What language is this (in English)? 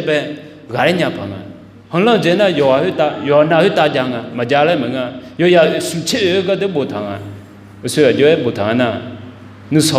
Akha